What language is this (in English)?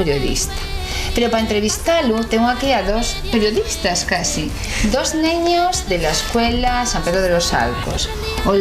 Asturian